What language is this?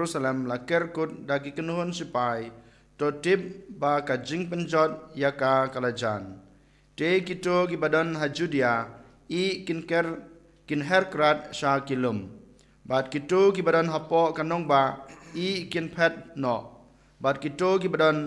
Khasi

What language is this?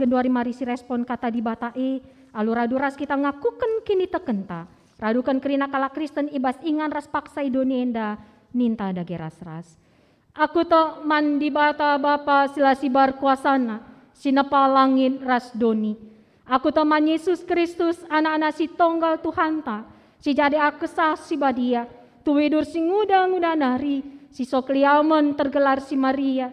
Batak Karo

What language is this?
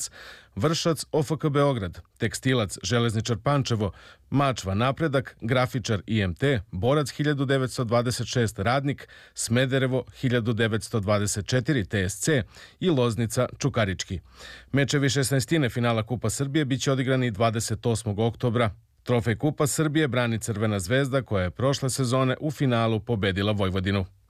Serbian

